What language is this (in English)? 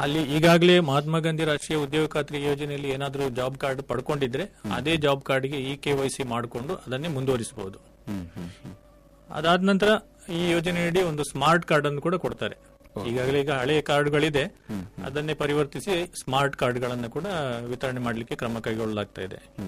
Kannada